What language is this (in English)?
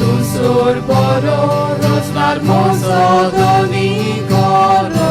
Konkani